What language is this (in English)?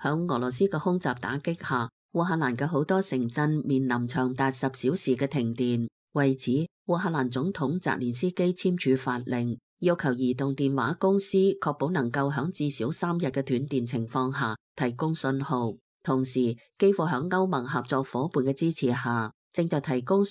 Cantonese